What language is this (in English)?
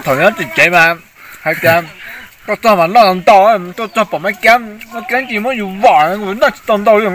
Hmong